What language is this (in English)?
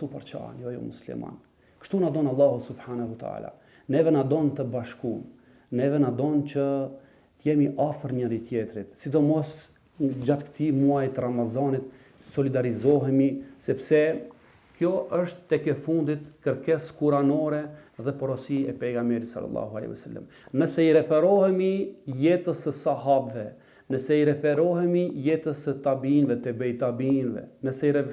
Albanian